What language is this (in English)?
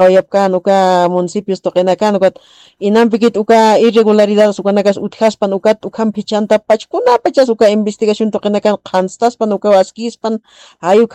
Aymara